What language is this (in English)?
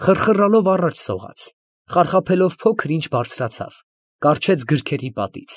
Armenian